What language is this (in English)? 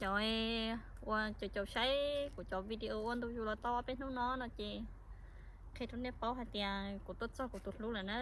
Hmong